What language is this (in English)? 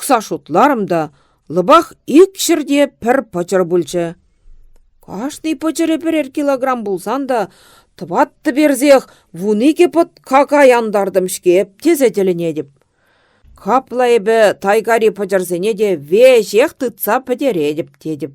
Chuvash